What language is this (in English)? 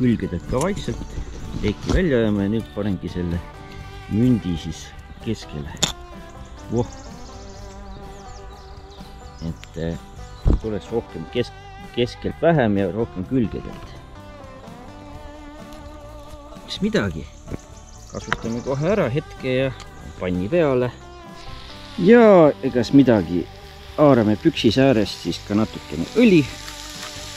Estonian